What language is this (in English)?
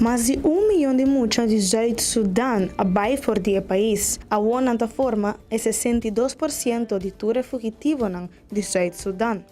Papiamento